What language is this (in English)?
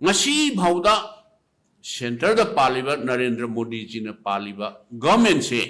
Manipuri